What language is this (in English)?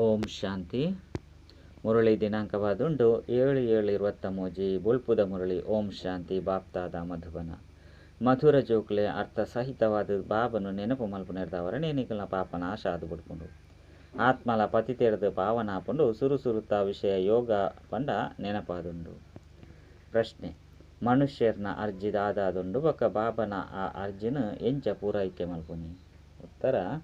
Tulu